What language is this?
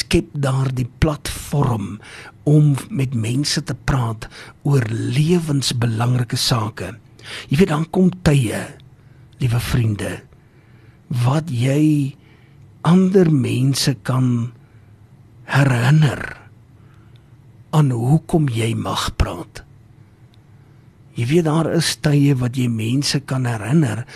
Afrikaans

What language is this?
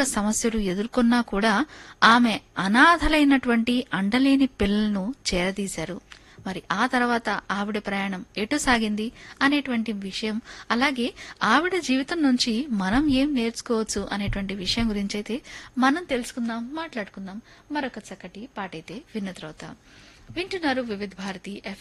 Telugu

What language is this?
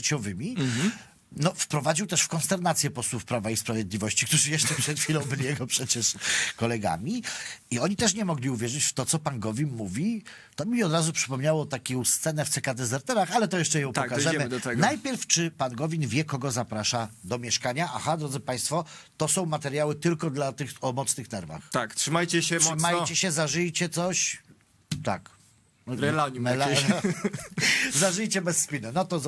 Polish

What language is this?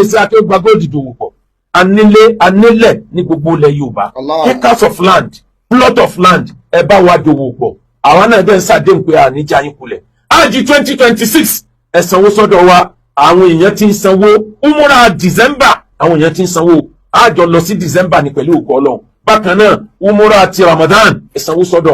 Yoruba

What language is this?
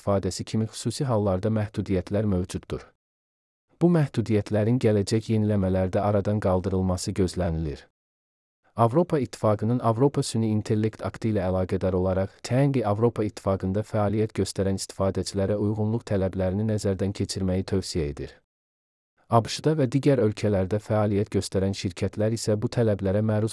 Azerbaijani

